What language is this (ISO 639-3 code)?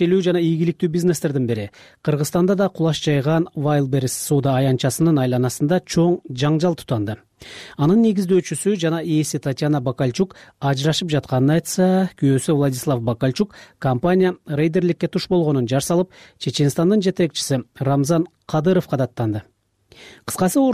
kir